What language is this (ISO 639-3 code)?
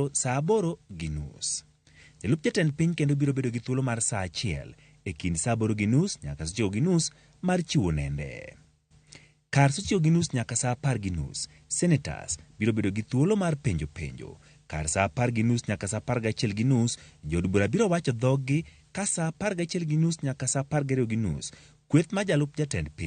luo